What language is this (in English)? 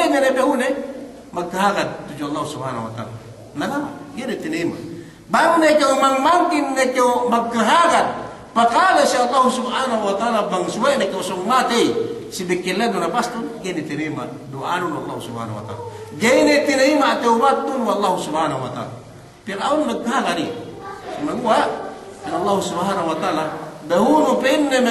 Yakan